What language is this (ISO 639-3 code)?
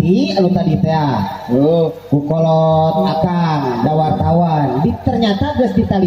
sun